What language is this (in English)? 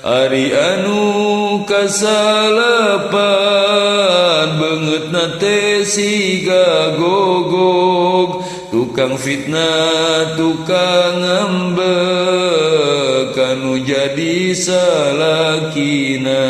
Sundanese